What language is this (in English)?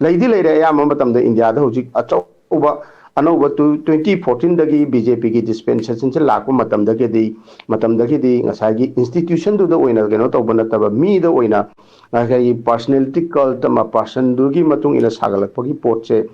Manipuri